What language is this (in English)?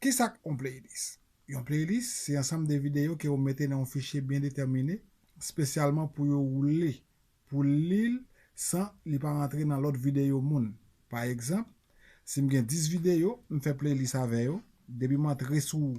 Haitian Creole